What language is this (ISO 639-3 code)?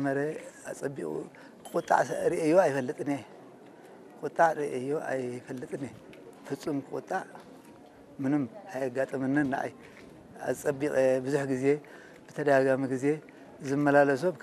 tir